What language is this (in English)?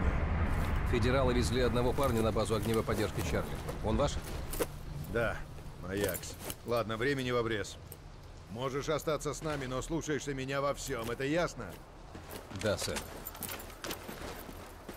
Russian